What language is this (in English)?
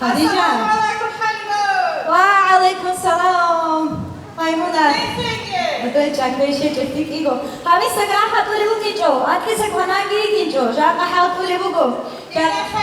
Avaric